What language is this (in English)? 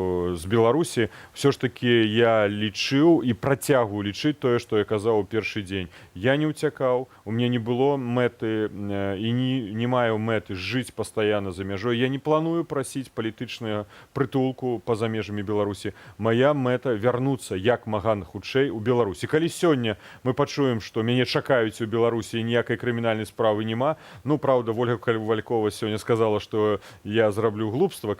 Belarusian